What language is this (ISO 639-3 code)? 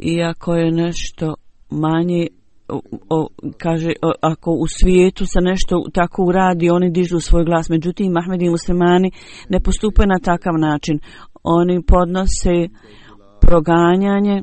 bos